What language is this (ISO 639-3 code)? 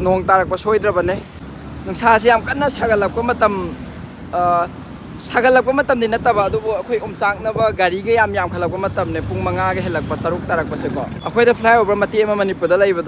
mni